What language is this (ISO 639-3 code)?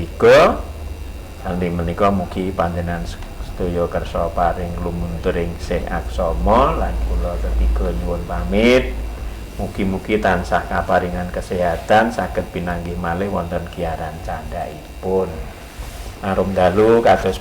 jav